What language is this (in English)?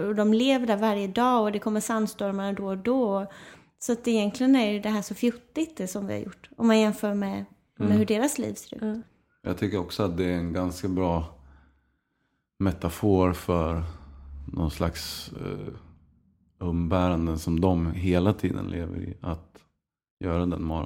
Swedish